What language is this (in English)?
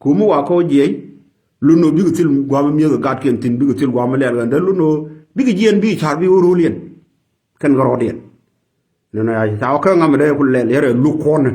Nuer